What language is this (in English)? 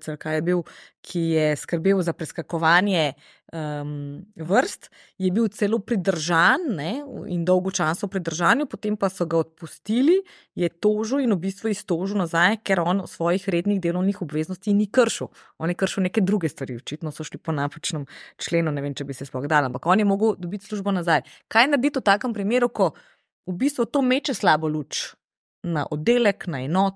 Slovenian